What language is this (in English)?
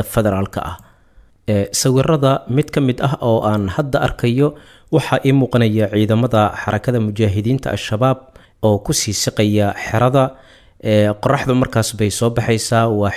Somali